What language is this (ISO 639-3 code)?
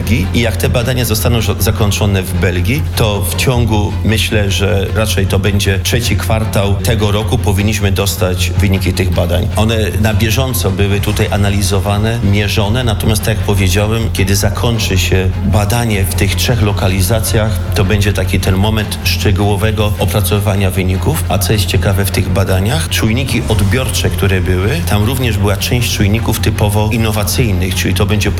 pol